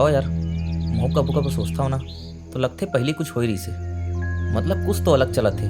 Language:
Chhattisgarhi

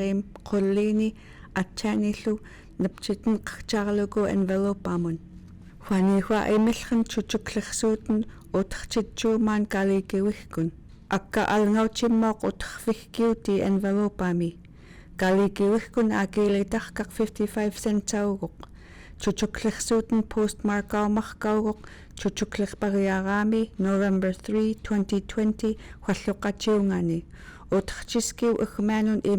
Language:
Central Yupik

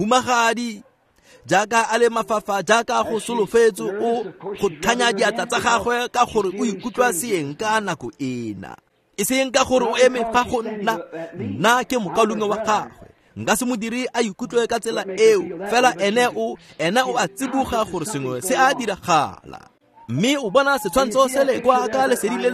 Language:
Tswana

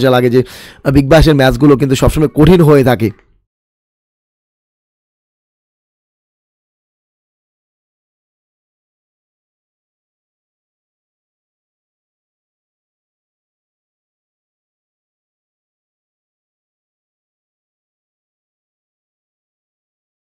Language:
Bangla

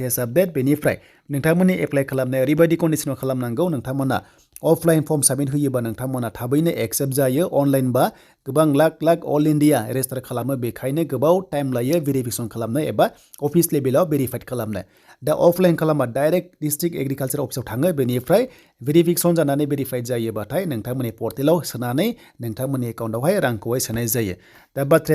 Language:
Bodo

